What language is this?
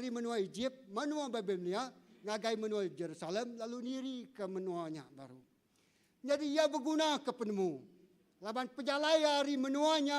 Iban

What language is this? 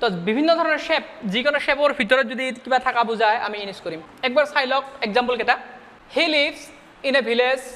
Assamese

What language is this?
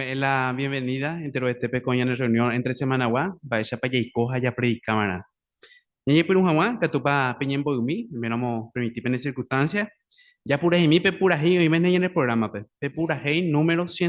Guarani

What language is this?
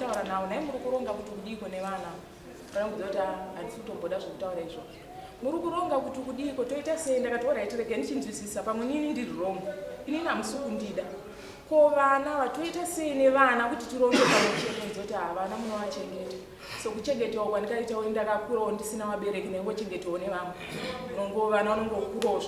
Shona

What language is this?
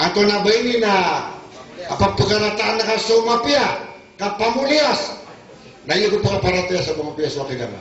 Maranao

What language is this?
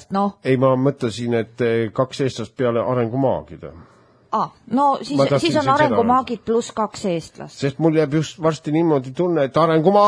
Estonian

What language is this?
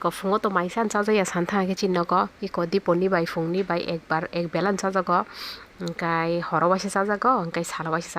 Kok Borok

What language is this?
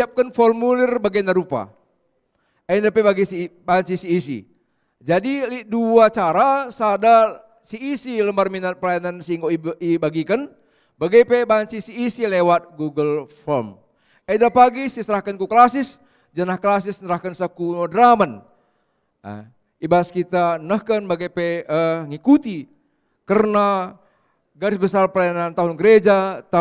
Batak Karo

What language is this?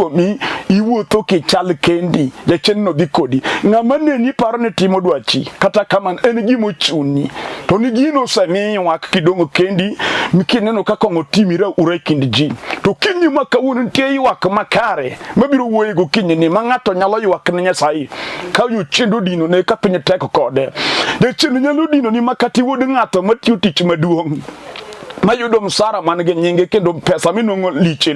Luo (Kenya and Tanzania)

